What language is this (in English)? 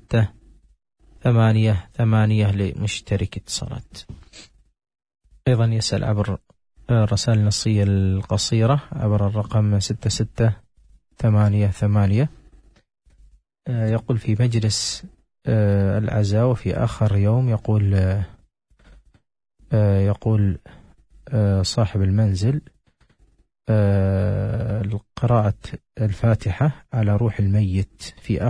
Arabic